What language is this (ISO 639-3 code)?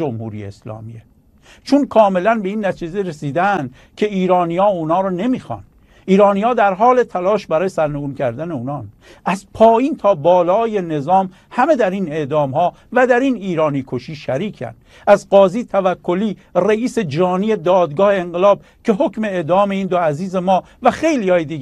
fas